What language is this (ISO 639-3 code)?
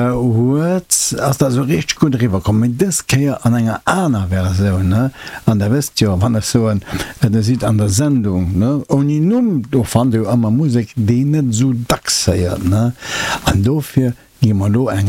ltz